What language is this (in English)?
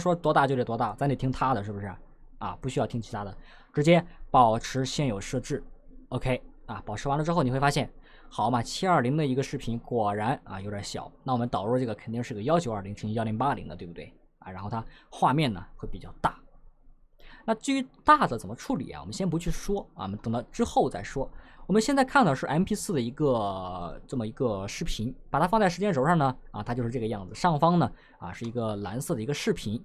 Chinese